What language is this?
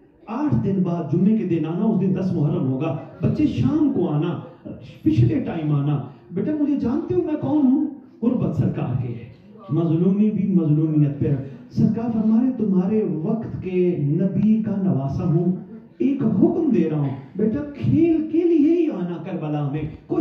Urdu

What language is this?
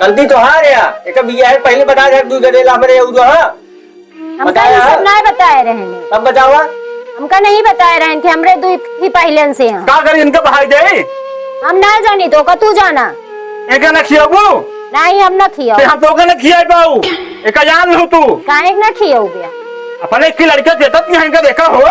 Awadhi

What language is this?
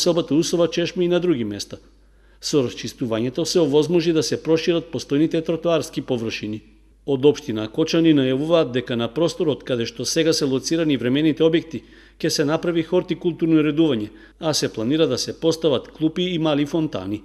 Macedonian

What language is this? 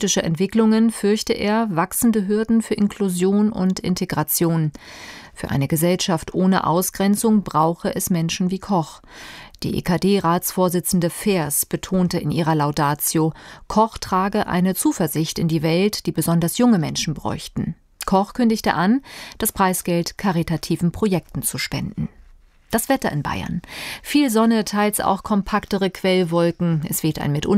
German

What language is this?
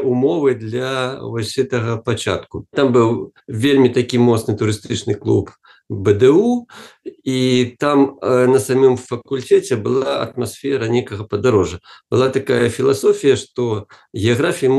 Belarusian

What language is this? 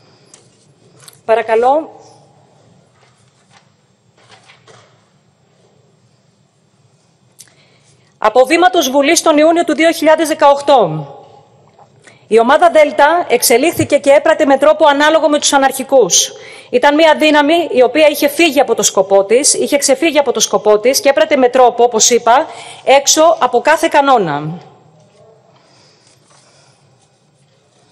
Greek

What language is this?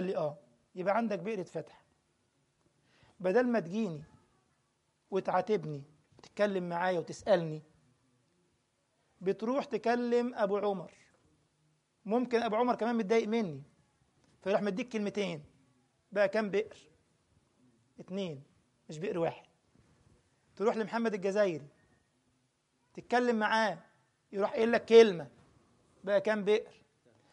Egyptian Arabic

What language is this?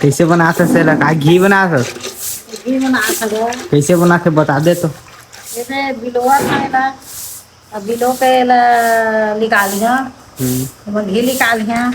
Chhattisgarhi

